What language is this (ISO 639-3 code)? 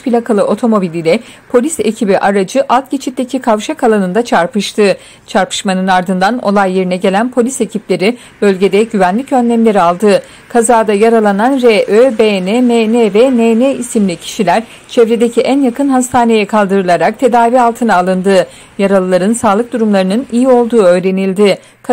tur